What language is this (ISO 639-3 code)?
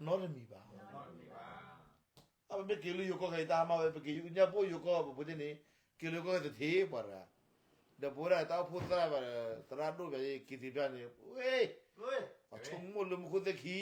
ksw